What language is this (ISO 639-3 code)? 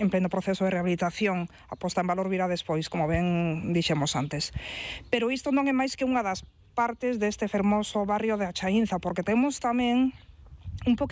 glg